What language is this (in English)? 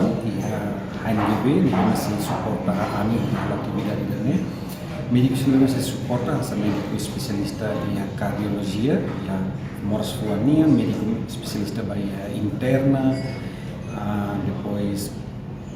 Tetum